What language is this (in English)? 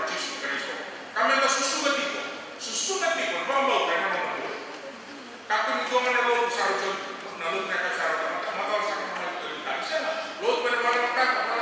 Fijian